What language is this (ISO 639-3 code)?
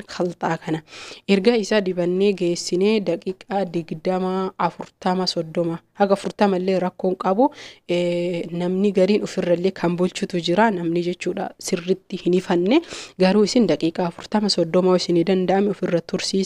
orm